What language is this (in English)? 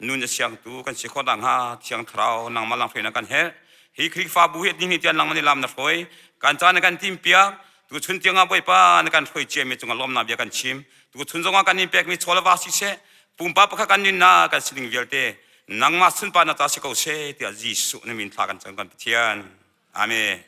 Hakha Chin